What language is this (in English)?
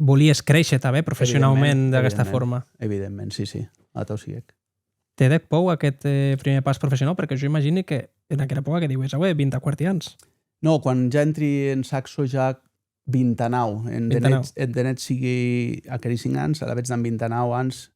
Occitan